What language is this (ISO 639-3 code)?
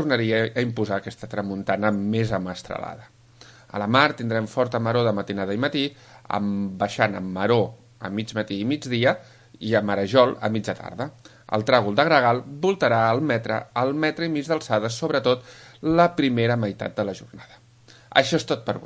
cat